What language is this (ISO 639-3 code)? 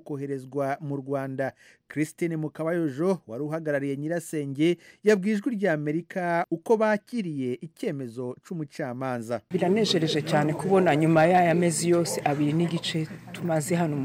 kin